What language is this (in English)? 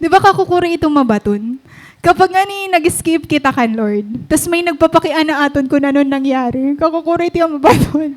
Waray